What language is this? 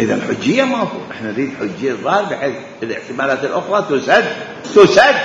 Mesopotamian Arabic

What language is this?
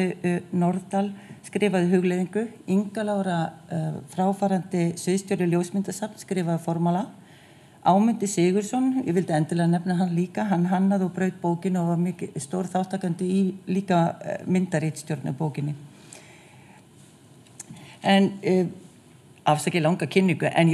Icelandic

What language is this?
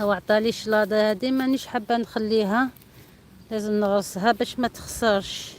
Algerian Arabic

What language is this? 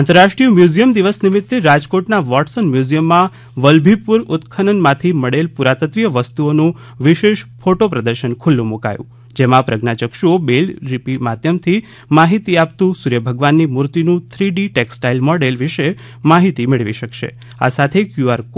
Gujarati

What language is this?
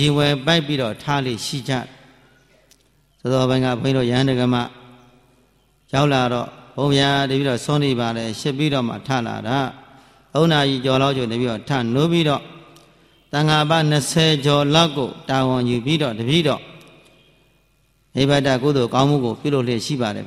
Burmese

